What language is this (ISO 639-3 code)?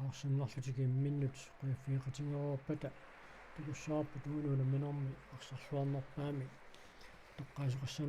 kal